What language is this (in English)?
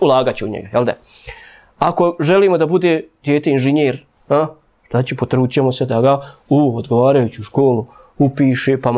Bosnian